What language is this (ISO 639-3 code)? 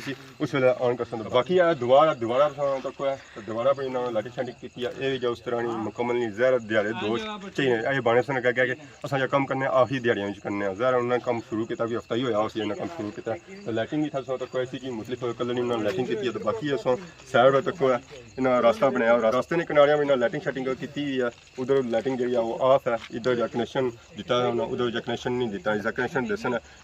phr